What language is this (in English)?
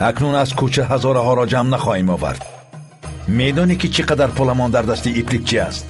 Persian